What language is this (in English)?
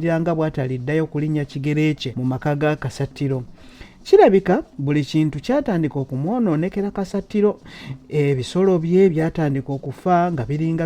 Ganda